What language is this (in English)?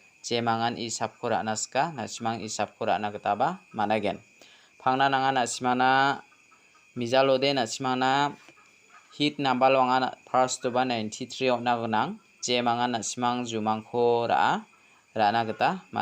Garo